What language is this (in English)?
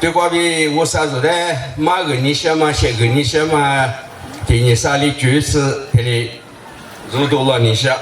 Lisu